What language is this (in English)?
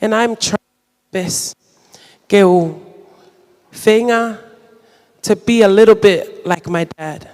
Tongan